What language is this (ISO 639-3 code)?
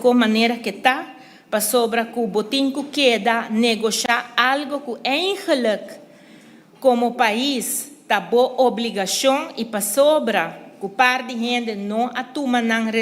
pap